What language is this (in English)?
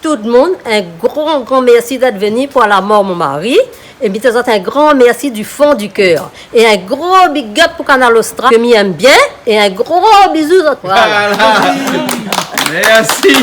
Réunion Creole French